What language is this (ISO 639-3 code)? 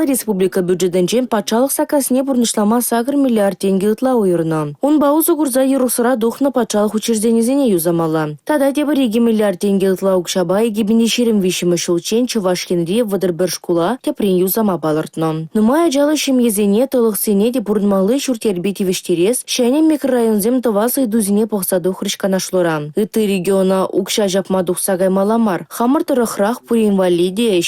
chv